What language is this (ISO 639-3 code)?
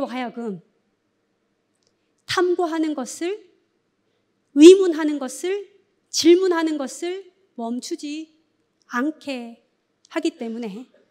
kor